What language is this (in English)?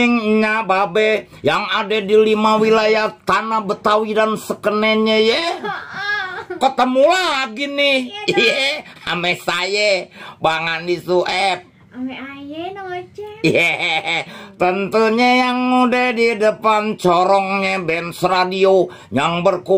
Betawi